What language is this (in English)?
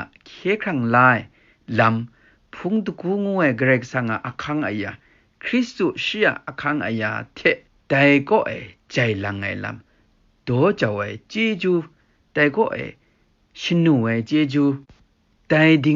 Kachin